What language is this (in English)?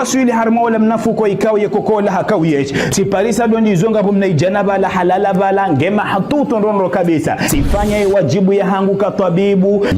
Ngazidja Comorian